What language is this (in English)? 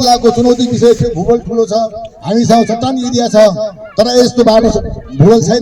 Nepali